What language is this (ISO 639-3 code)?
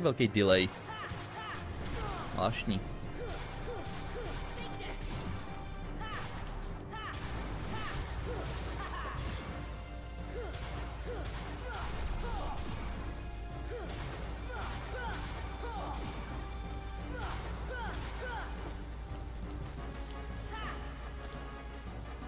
ces